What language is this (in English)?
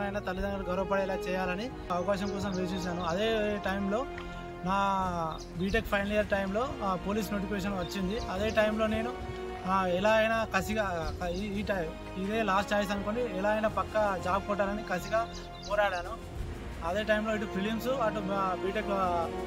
Telugu